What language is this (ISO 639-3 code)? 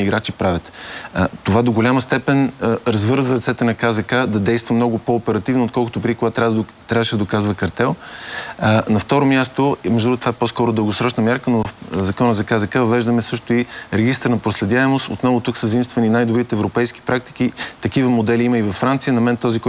bul